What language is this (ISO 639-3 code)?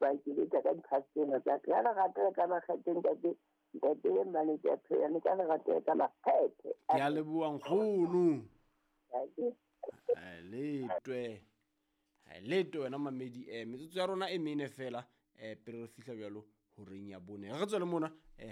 sot